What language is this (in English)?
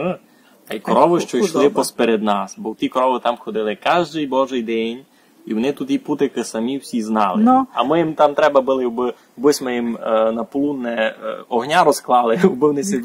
Rusyn